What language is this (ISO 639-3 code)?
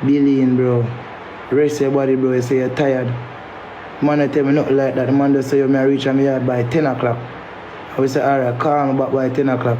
jam